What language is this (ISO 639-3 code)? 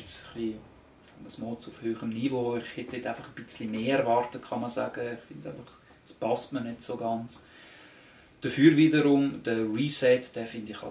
gsw